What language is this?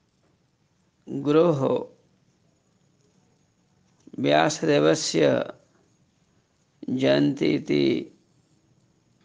Sanskrit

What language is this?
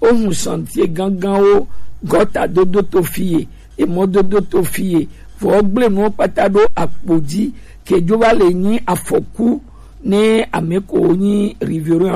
Gen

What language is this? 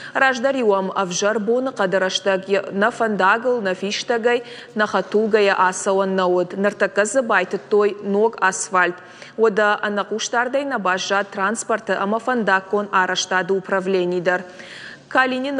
Ossetic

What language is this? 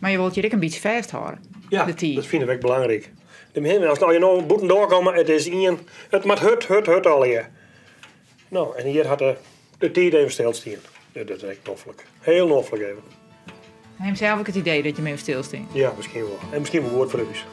Western Frisian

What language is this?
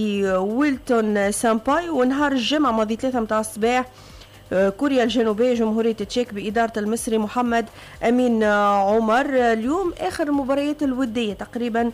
Tunisian Arabic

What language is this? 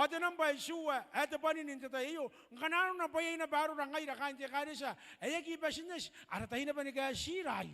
Gilbertese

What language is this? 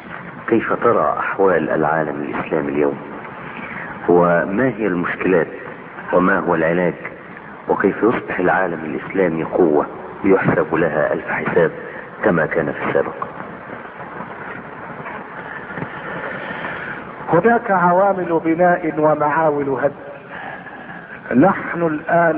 Arabic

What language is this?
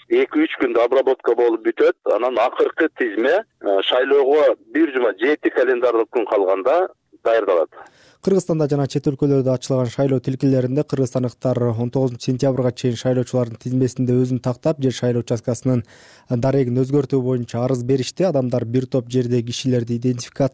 Kyrgyz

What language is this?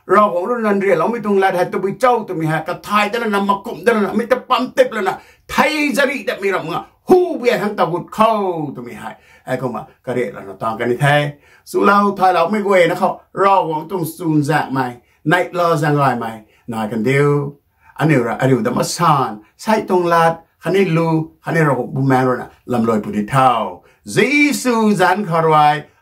Rongmei Naga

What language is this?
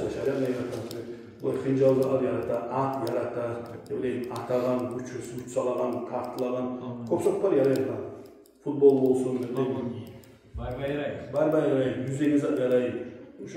Kumyk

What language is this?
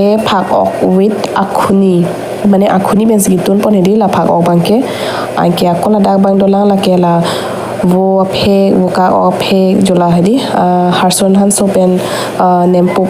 Karbi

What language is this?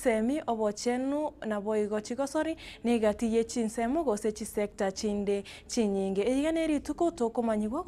Gusii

